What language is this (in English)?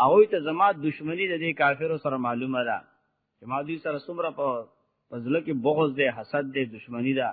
Pashto